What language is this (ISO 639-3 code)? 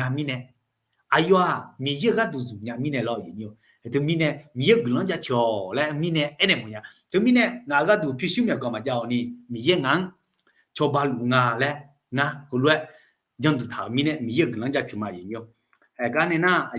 ahk